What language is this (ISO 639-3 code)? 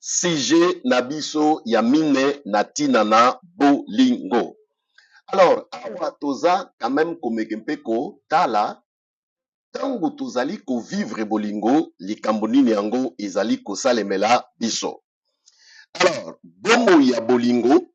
lin